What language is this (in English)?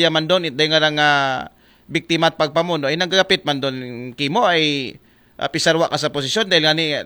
Aklanon